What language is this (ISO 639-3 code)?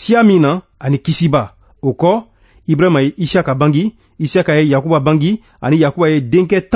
bam